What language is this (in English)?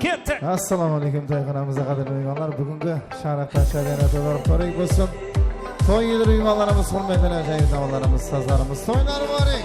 Kara-Kalpak